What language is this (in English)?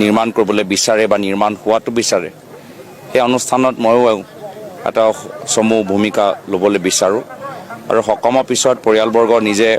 Assamese